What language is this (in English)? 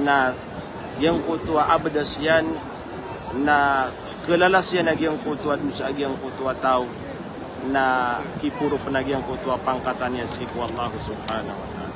Maranao